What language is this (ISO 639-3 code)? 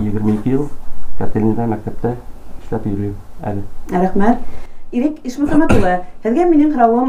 bak